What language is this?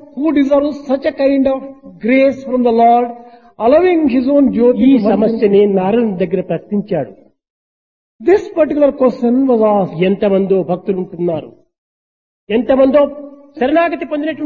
Telugu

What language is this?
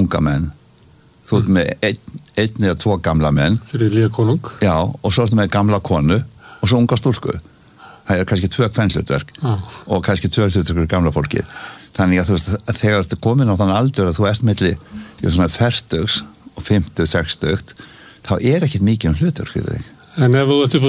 Icelandic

